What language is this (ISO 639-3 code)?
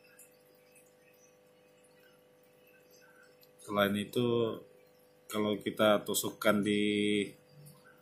ind